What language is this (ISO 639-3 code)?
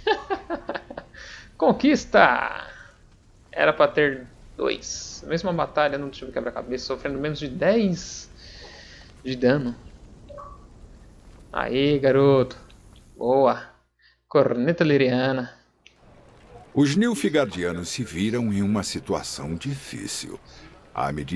por